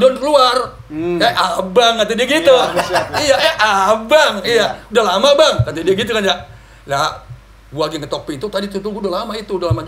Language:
Betawi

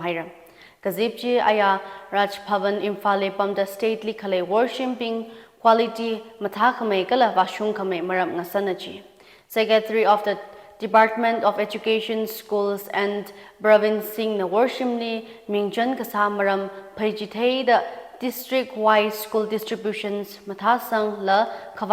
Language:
Tangkhul Naga (India)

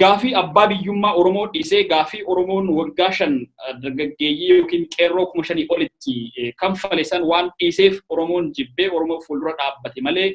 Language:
Oromo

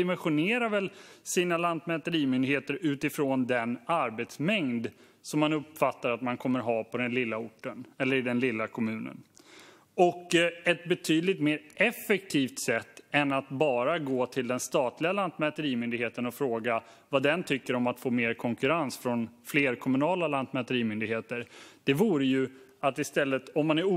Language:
Swedish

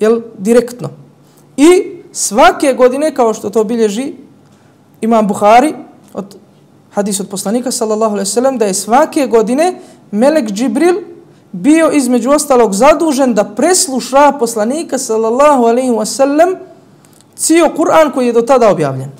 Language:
Bosnian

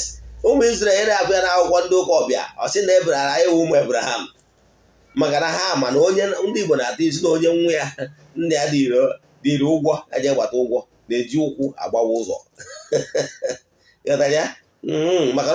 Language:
Igbo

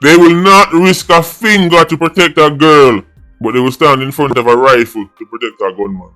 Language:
Jamaican Creole English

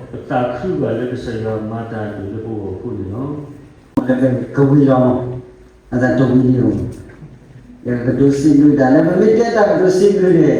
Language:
S'gaw Karen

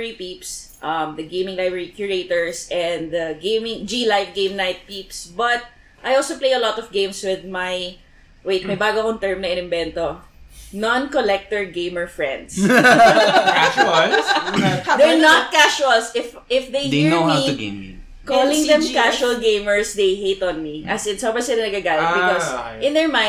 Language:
Filipino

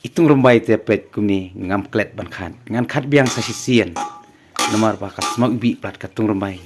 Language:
Khasi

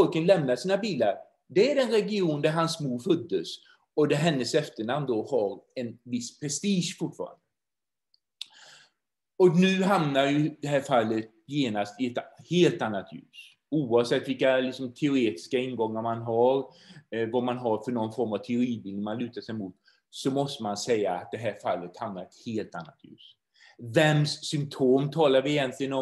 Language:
Swedish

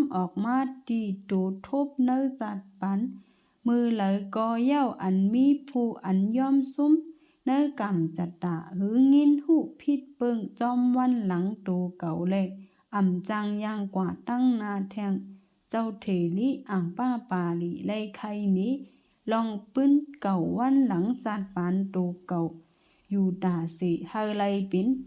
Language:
Shan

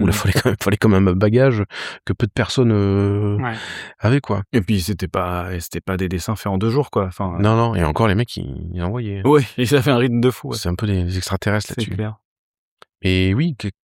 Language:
French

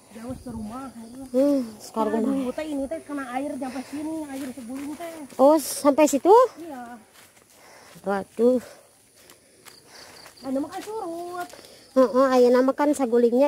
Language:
Indonesian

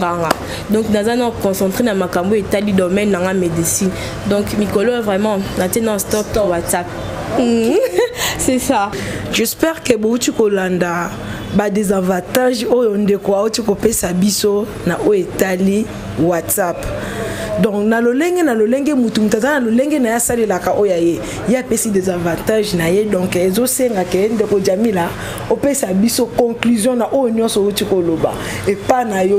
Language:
Lingala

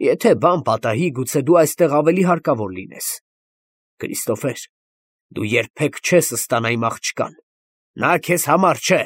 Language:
Armenian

